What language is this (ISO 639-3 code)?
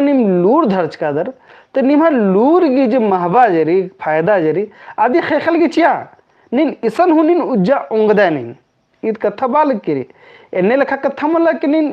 kru